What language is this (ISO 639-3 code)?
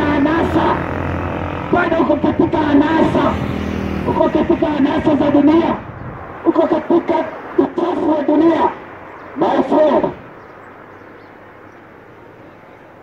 swa